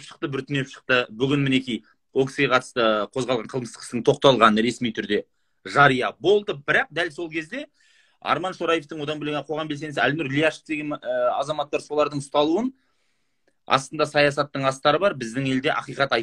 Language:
Kazakh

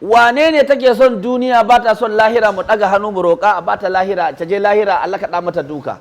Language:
Hausa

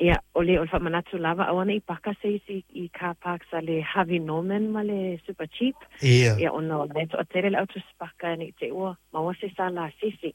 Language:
Samoan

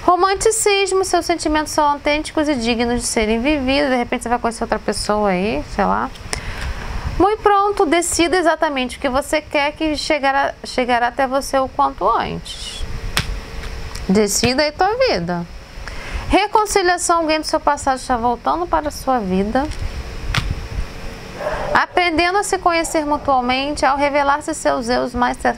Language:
Portuguese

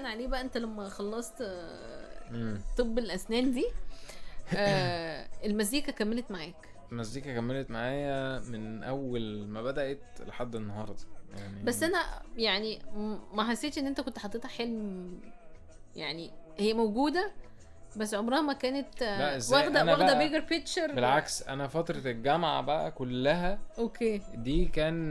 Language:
Egyptian Arabic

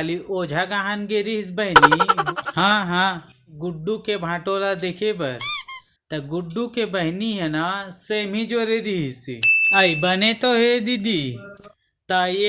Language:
Chhattisgarhi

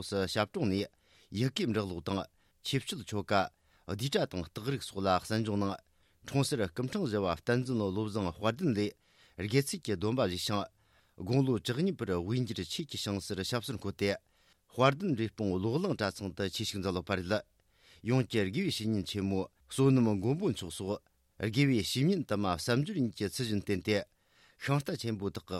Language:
Tibetan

